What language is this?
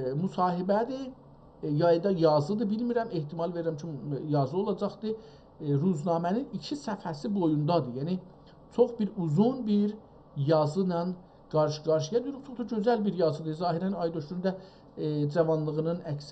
South Azerbaijani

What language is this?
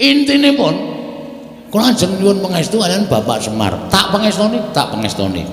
Javanese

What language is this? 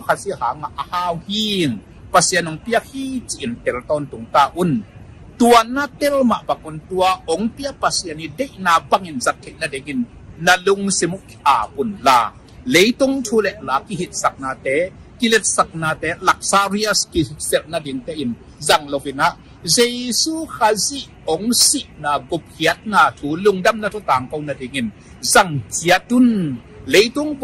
Tedim Chin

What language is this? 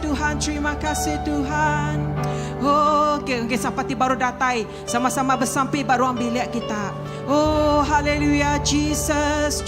Iban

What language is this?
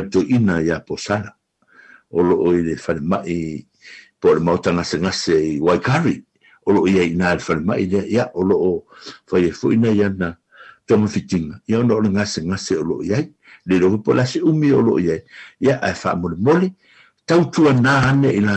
Samoan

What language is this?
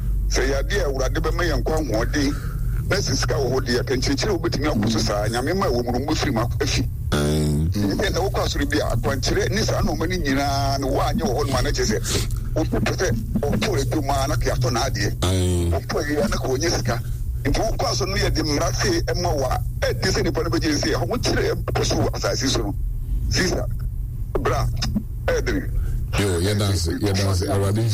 Akan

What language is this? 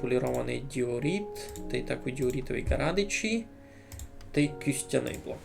Rusyn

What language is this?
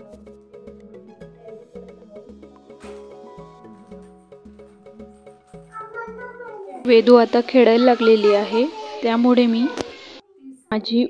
Marathi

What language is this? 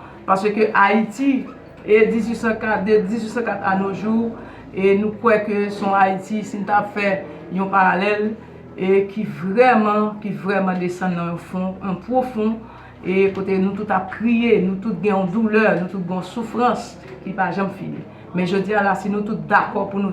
Haitian Creole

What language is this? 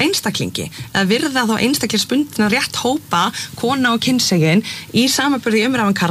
Icelandic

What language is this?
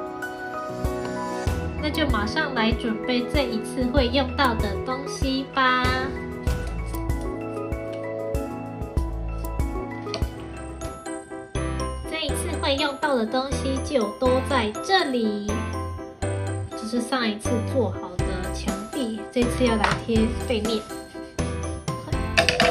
Chinese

